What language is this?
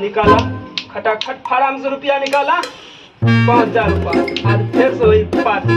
Maithili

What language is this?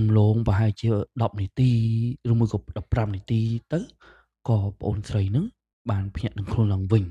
Khmer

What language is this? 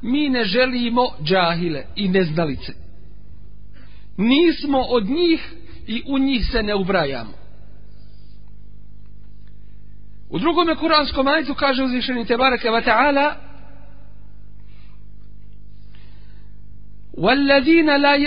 Bosnian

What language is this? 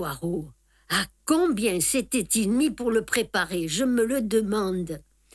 French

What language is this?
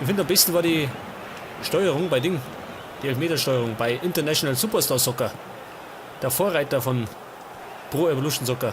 Bavarian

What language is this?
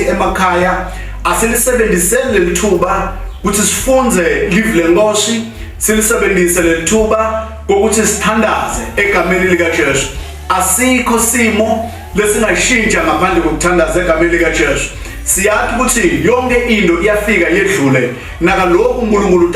Zulu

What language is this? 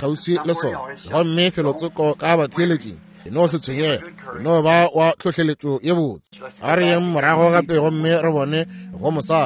Northern Sotho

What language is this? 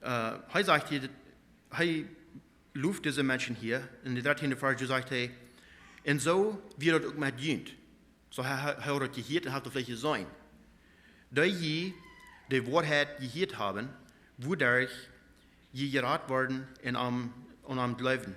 Plautdietsch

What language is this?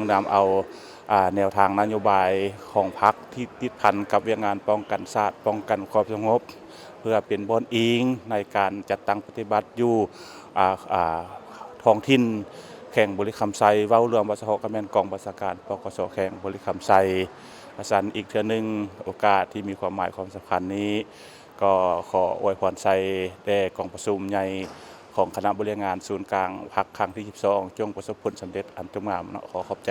Lao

